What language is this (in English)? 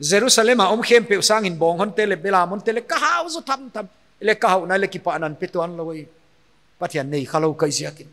Paite Chin